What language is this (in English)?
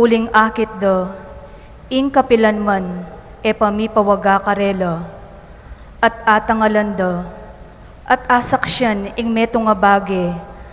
Pampanga